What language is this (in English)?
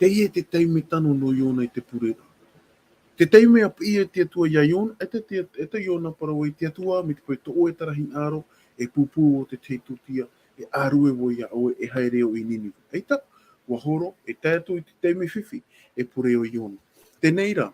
Tahitian